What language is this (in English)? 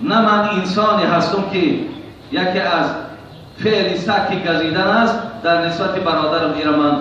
Tajik